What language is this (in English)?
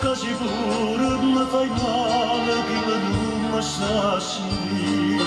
Neapolitan